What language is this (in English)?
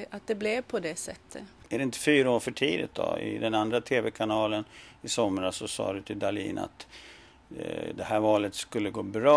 Swedish